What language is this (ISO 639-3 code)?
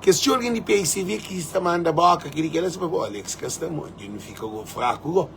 kea